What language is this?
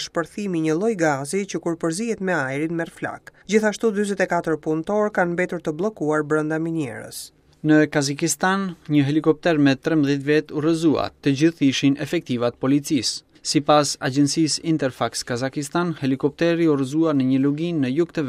Albanian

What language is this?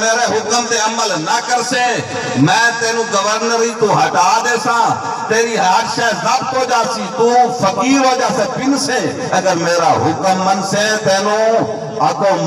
Saraiki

